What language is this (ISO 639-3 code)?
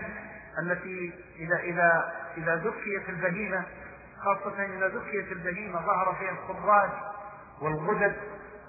ara